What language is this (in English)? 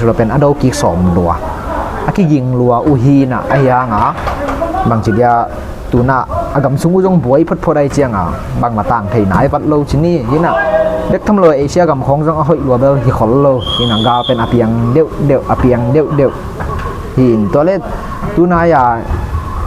Tedim Chin